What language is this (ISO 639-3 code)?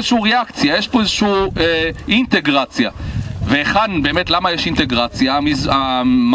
heb